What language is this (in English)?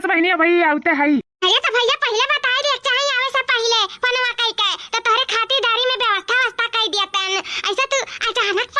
Awadhi